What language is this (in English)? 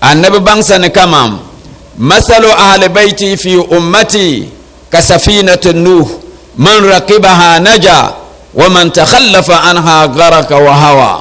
Dagbani